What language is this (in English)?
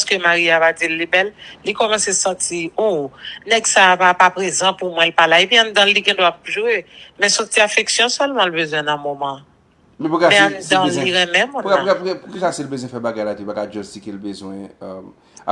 Haitian Creole